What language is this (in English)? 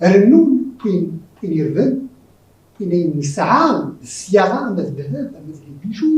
Kabyle